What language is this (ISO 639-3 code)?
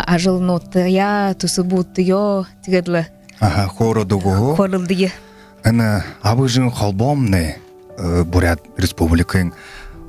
bua